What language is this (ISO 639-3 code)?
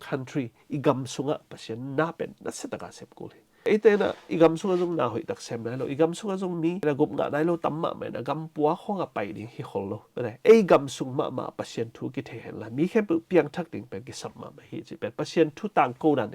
ctd